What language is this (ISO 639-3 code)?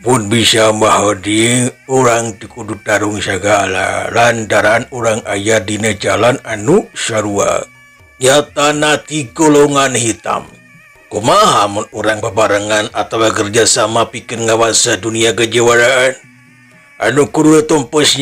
sun